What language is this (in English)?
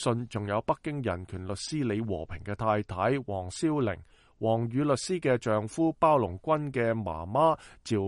Cantonese